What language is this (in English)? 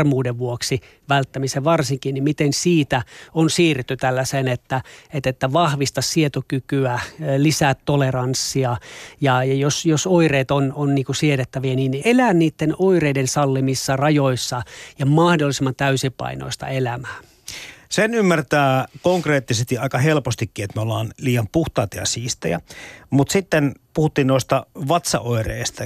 Finnish